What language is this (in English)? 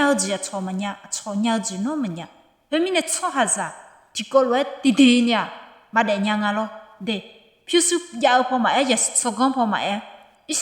Akha